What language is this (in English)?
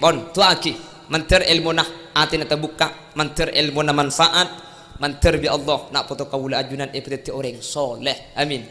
Madurese